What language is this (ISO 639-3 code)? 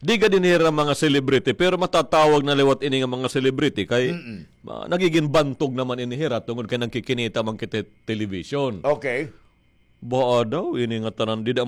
war